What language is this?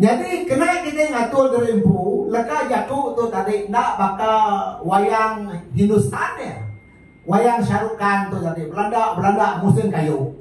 Iban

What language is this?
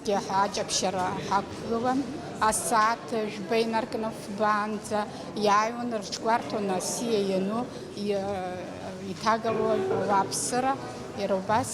Abkhazian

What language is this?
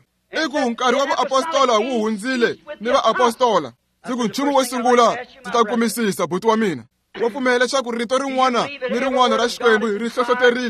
Tsonga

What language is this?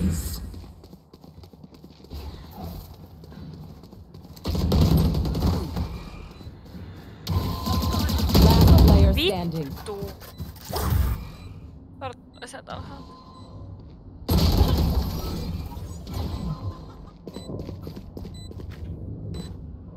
Finnish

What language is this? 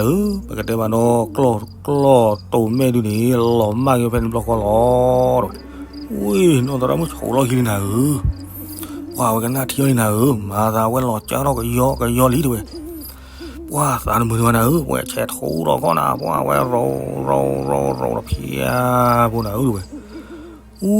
S'gaw Karen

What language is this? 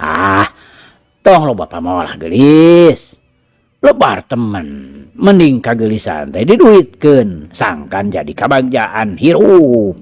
Sundanese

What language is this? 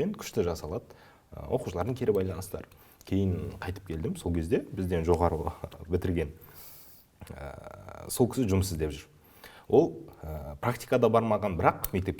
Kazakh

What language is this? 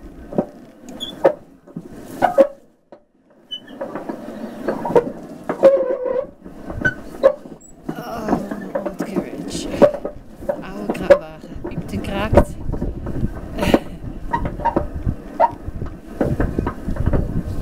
Dutch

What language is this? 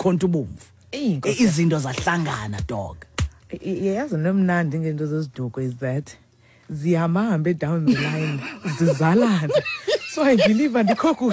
Xhosa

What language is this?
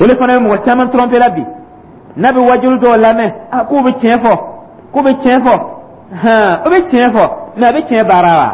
Dyula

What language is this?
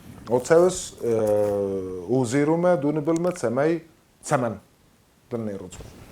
Ossetic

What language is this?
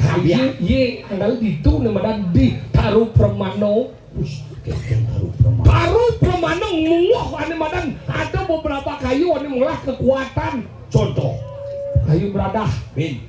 Balinese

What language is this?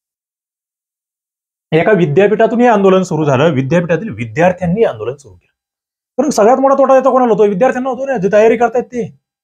Marathi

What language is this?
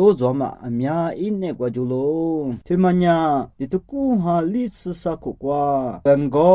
Lisu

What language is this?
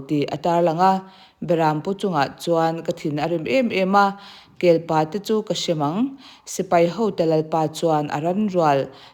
Mizo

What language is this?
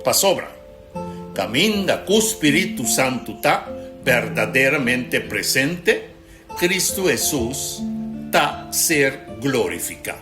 Papiamento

